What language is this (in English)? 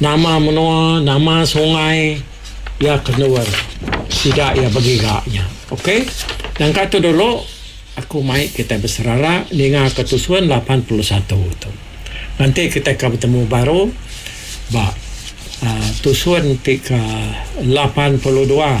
Iban